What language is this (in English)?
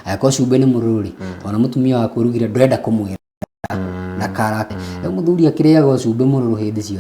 Kikuyu